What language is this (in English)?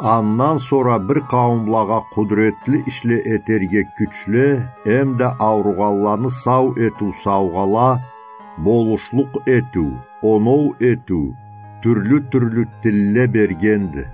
Karachay-Balkar